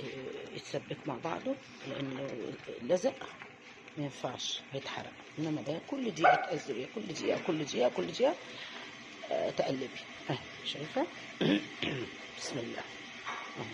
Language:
Egyptian Arabic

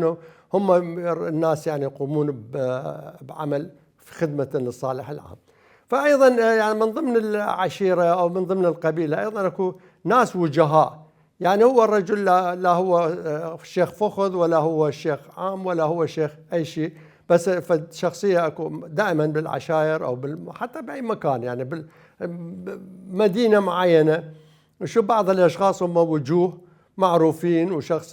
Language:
Mesopotamian Arabic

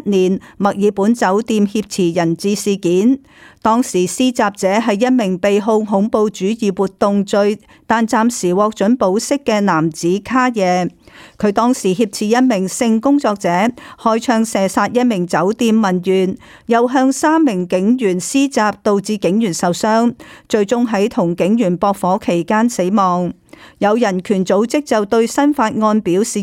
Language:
Cantonese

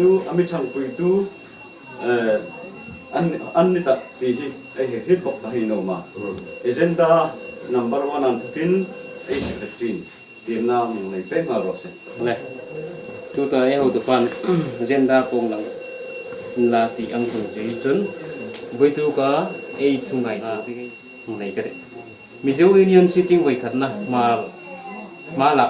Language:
Hmar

